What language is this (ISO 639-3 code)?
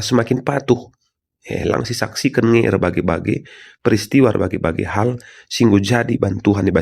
btx